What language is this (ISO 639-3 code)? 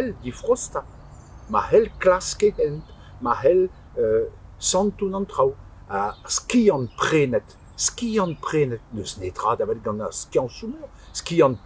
bre